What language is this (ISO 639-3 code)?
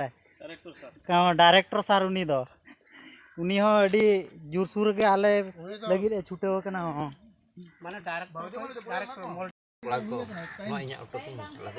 sat